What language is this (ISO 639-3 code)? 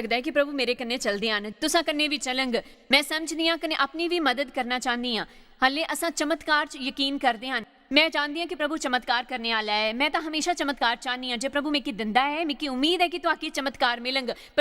doi